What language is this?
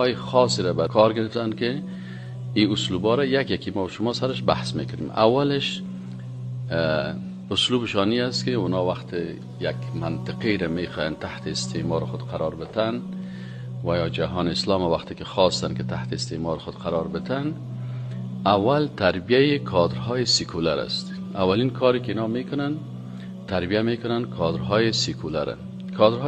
Persian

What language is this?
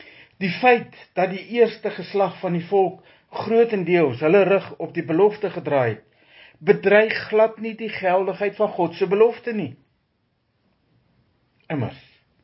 Afrikaans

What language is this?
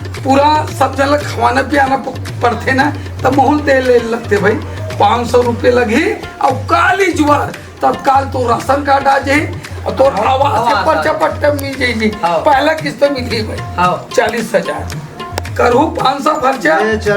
Chhattisgarhi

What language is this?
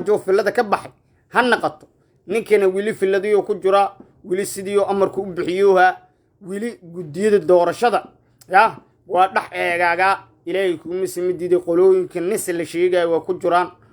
Somali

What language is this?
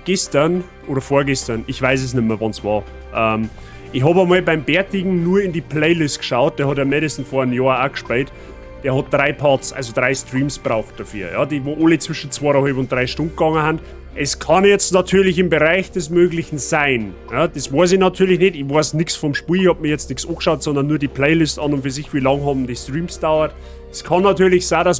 Bavarian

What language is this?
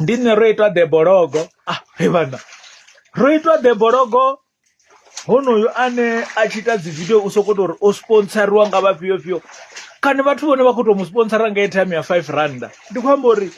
Venda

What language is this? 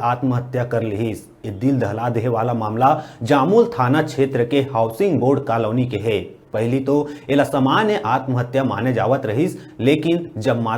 Chhattisgarhi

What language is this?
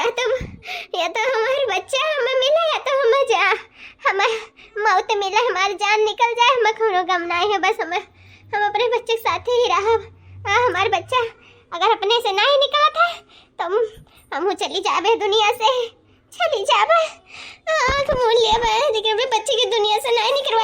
Awadhi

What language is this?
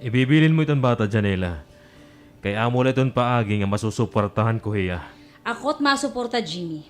Waray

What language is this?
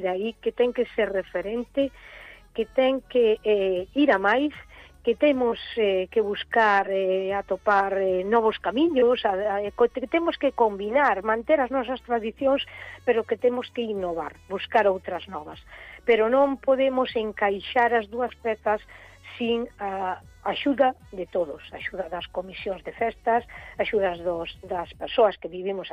Galician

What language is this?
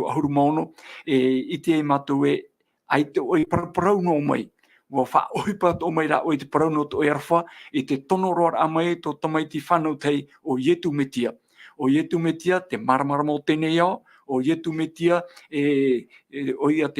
Tahitian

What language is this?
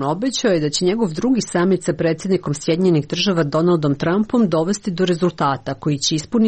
Serbian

